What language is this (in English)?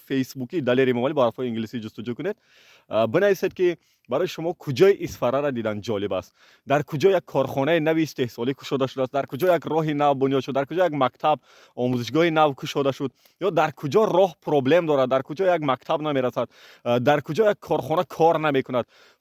Tajik